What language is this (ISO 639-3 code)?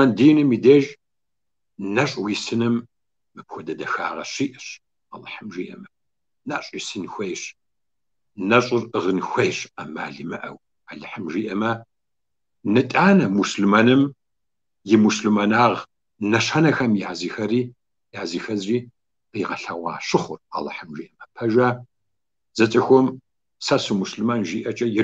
kbd